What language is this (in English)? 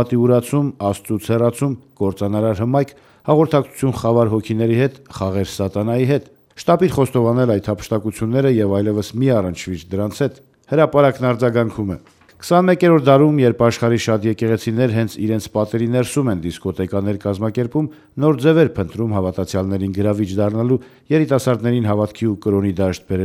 Armenian